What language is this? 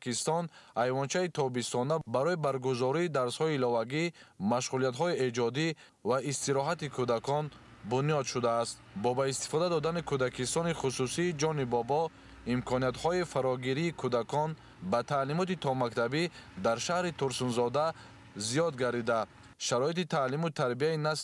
Tajik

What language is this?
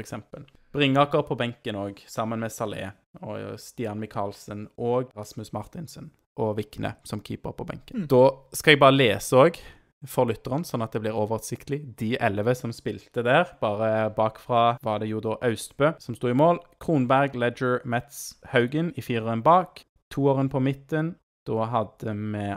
Norwegian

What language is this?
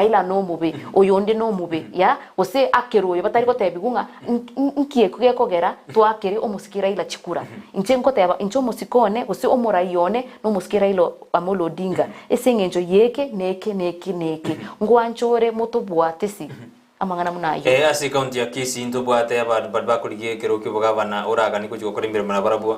Gusii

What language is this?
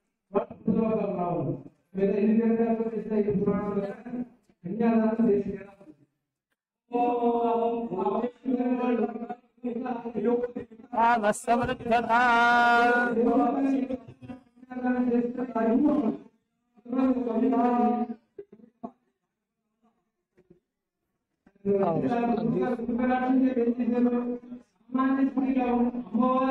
Telugu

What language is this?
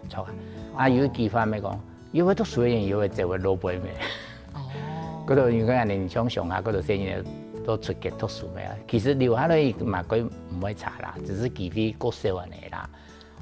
Hakka Chinese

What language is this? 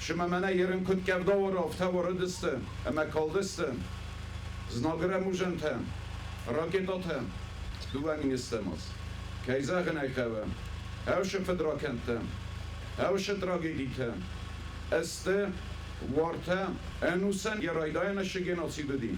Ossetic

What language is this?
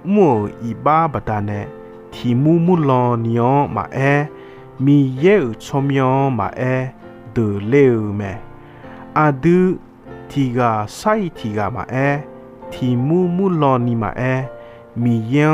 Akha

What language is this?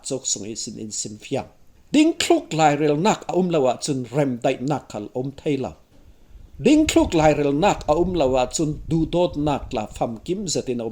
Falam Chin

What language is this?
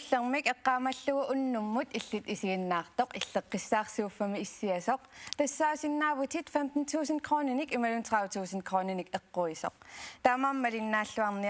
Kalaallisut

